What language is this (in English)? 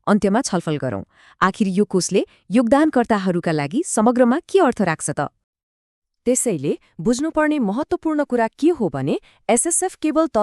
Nepali